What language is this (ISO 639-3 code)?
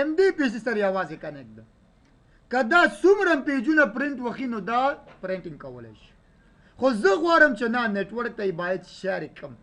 pus